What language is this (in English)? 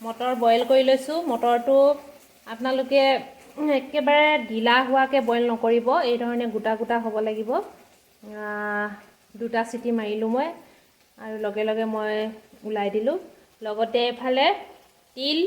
Assamese